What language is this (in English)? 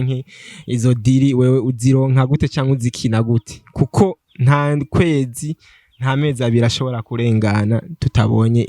Rundi